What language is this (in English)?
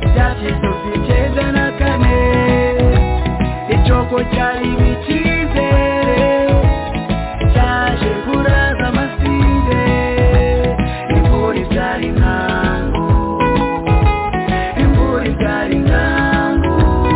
Kinyarwanda